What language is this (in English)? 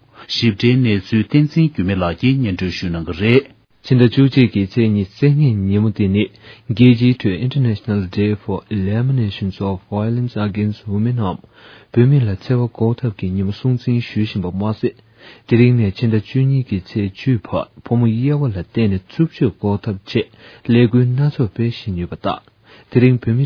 Tibetan